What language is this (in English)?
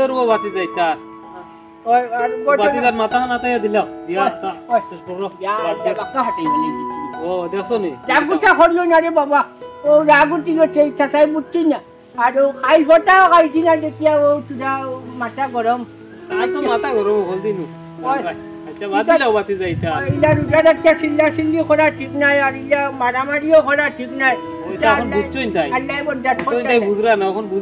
Sylheti